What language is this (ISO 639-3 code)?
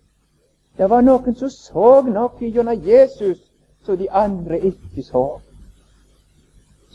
nor